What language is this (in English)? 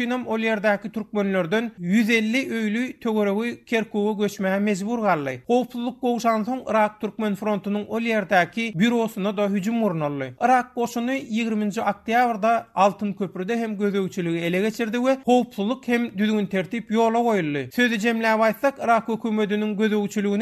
Turkmen